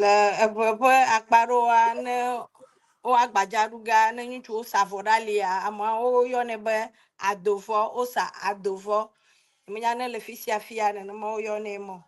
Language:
Ewe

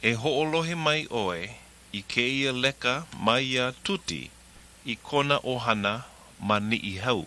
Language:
Hawaiian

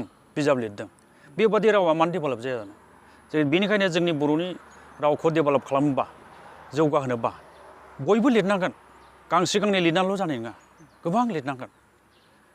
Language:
Bodo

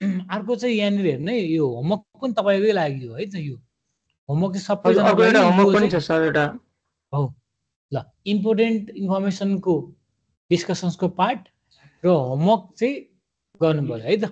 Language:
Nepali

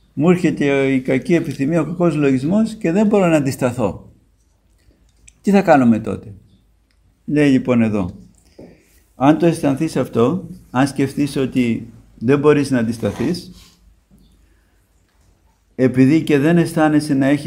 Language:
Greek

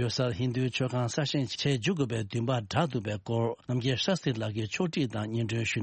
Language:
Tibetan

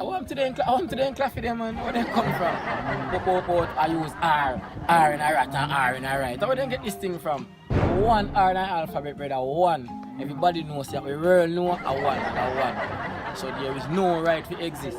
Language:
Jamaican Creole English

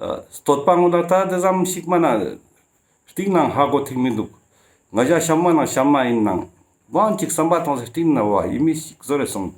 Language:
Ladakhi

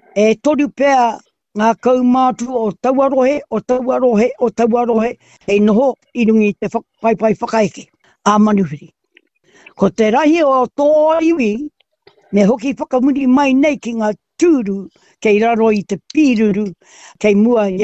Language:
Māori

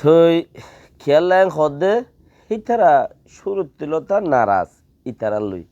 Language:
Rohingya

